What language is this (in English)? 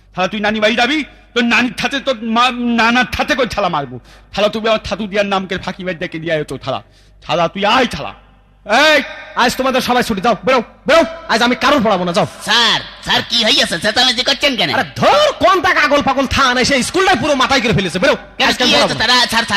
Bangla